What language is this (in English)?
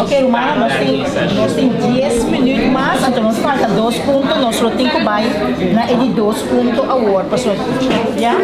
Papiamento